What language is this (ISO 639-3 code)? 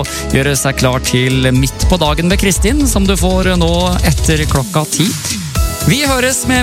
nor